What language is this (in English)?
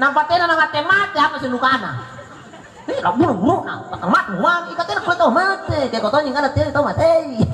Makasar